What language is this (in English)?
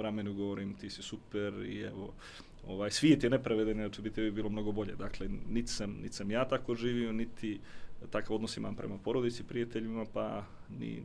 Bosnian